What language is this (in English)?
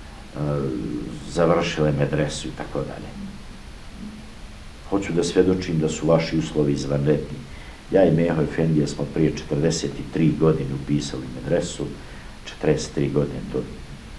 Bosnian